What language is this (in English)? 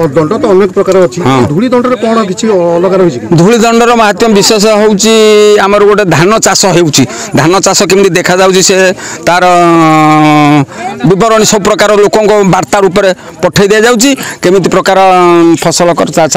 Odia